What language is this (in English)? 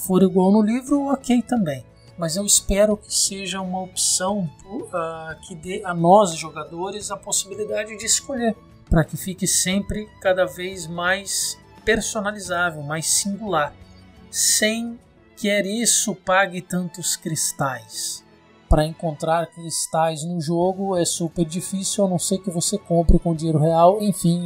Portuguese